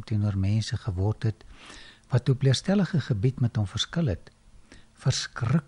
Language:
Afrikaans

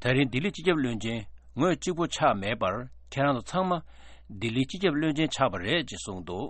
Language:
Tibetan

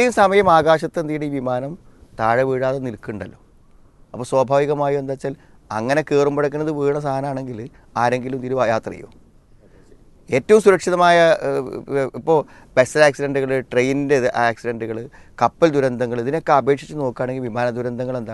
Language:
Malayalam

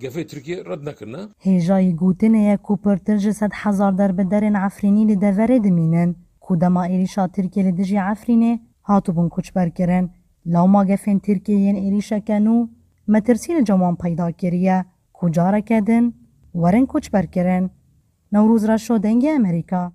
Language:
Kurdish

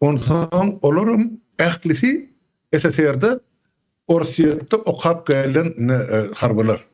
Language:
Turkmen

